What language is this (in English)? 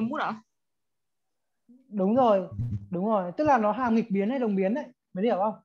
Vietnamese